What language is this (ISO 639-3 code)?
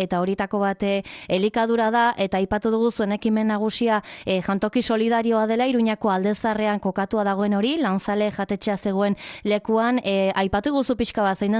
eus